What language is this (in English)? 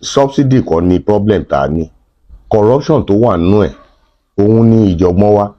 Yoruba